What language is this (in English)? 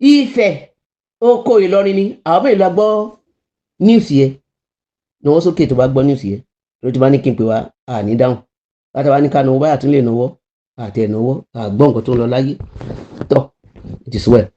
Yoruba